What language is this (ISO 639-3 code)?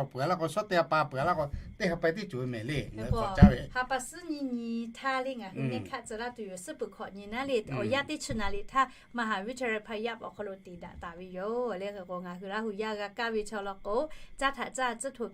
lhu